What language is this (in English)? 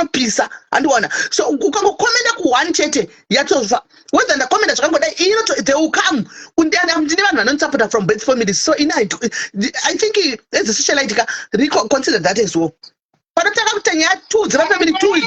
Shona